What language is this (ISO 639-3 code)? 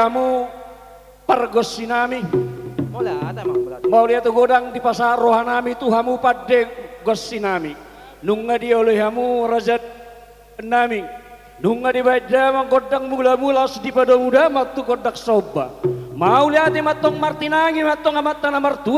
bbc